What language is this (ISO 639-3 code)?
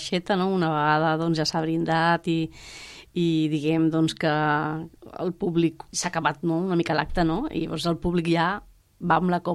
cat